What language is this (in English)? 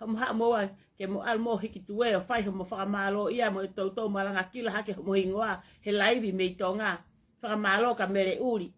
Tongan